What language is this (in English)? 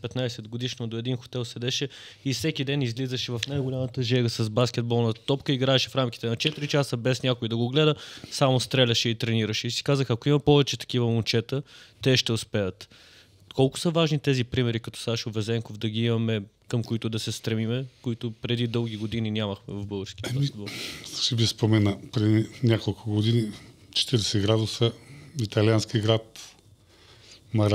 Bulgarian